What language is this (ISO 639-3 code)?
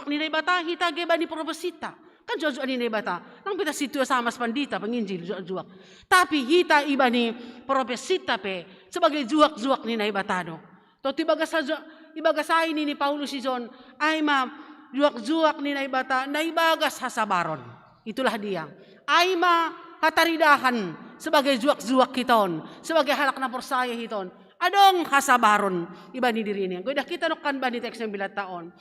bts